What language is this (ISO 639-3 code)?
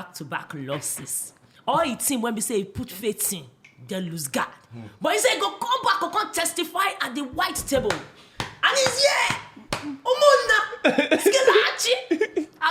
pcm